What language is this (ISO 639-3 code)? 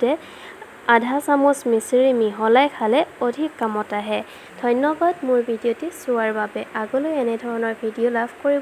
asm